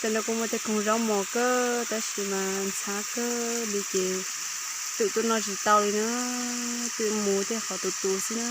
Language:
Hmong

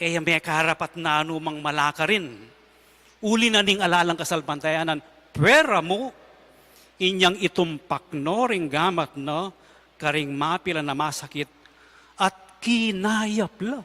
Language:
Pampanga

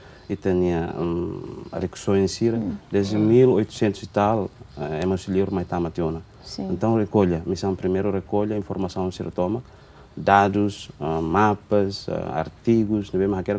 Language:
Tetum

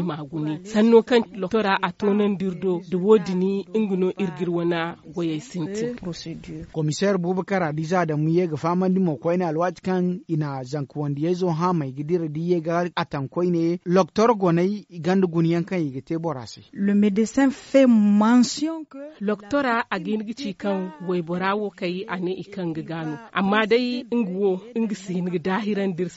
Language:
Zarma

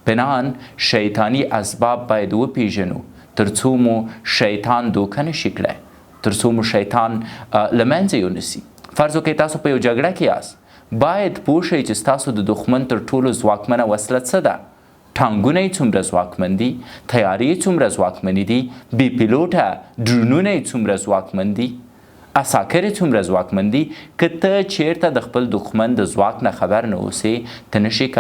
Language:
Pashto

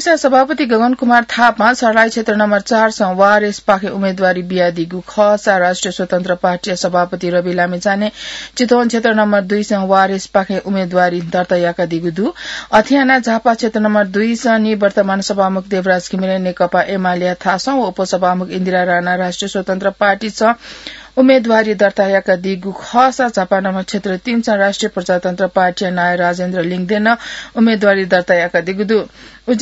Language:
Newari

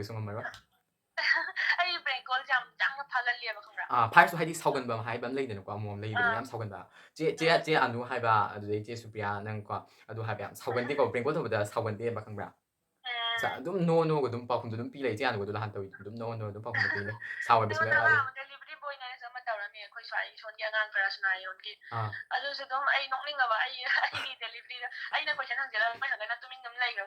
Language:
Manipuri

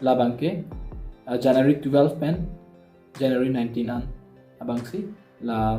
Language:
Karbi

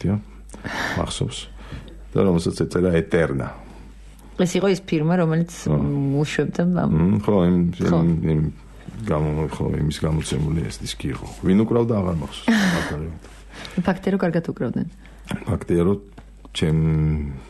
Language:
Georgian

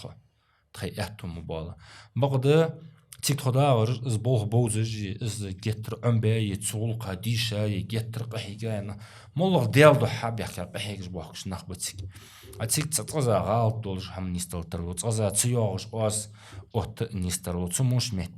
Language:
Ingush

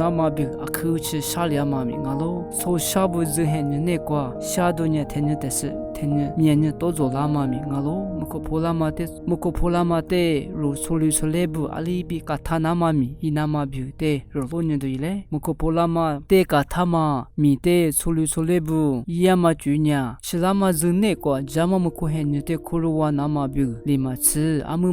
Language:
Lisu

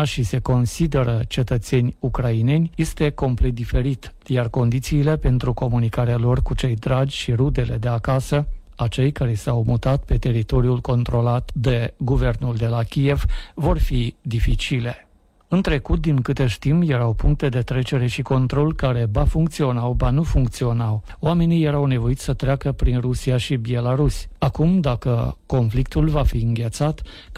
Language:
Romanian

